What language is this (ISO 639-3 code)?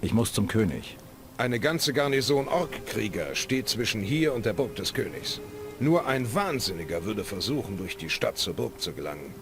bar